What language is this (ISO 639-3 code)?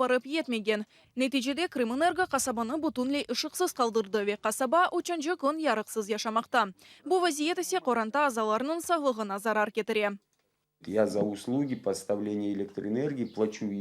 crh